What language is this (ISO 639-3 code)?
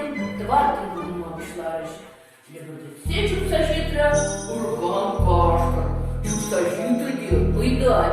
chv